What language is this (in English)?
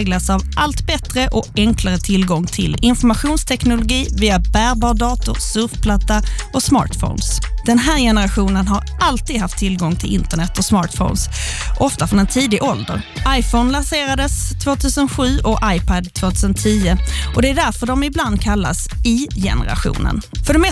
Swedish